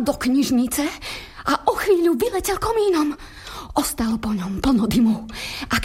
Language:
Slovak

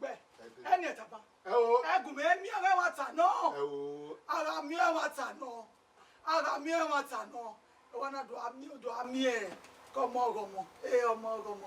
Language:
Bini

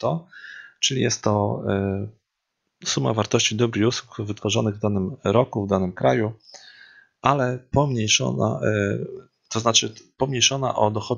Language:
Polish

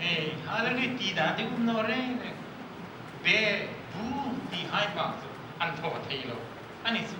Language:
Hmar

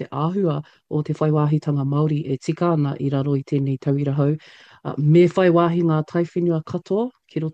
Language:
Māori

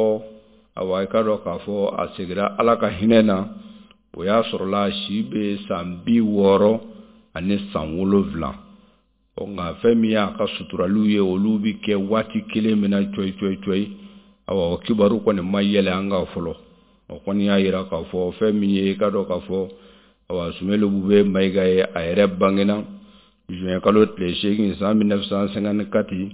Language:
Bambara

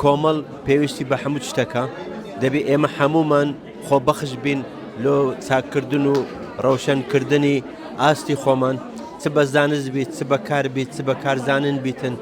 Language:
Central Kurdish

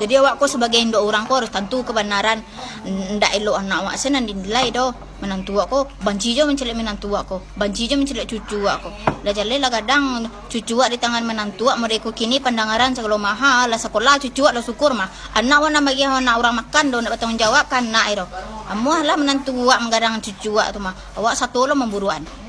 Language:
Minangkabau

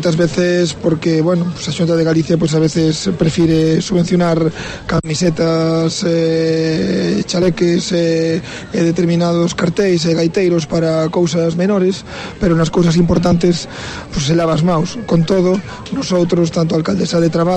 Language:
Galician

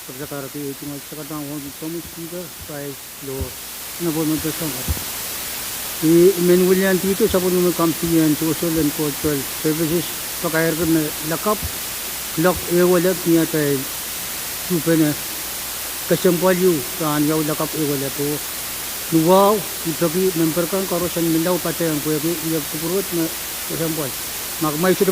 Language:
Pohnpeian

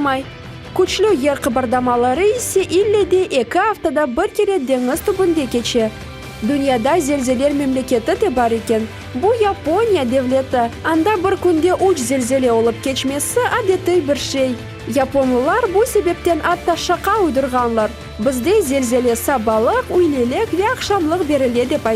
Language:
Crimean Tatar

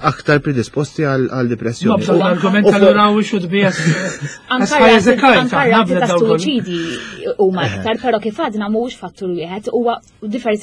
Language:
Maltese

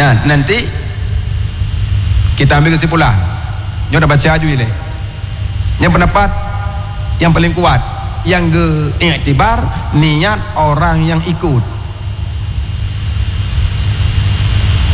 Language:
Malay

